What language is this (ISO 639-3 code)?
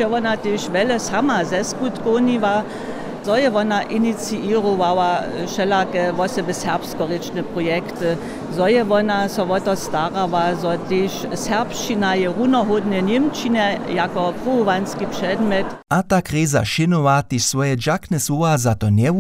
hsb